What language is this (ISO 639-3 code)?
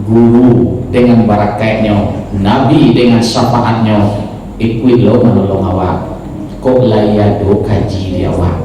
min